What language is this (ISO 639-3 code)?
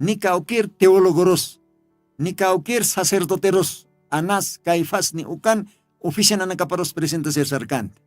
aym